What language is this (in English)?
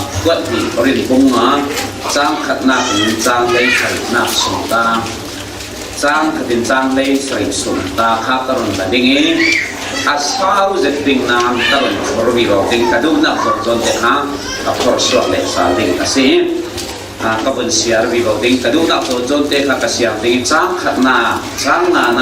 Falam Chin